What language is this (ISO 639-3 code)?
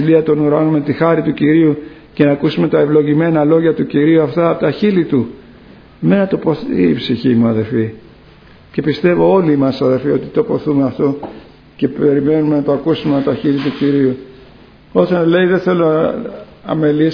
ell